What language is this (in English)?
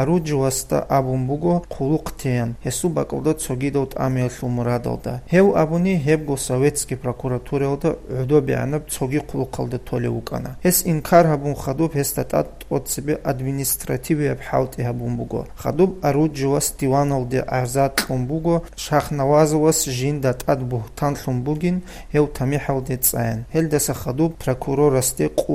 Avaric